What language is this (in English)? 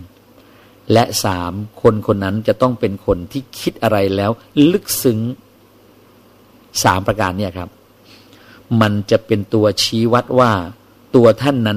Thai